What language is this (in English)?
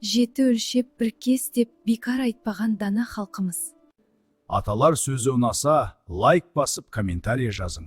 Kara-Kalpak